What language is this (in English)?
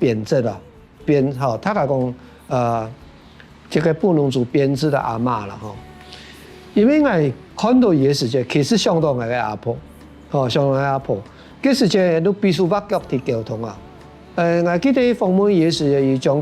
Hakka Chinese